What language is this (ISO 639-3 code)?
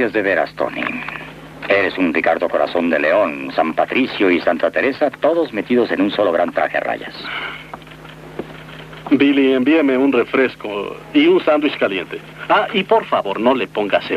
spa